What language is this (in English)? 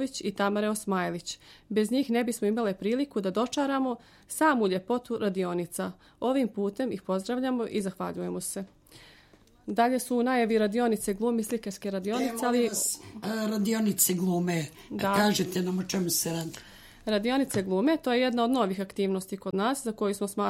Serbian